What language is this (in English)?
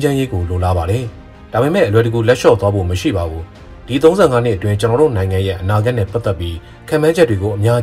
Burmese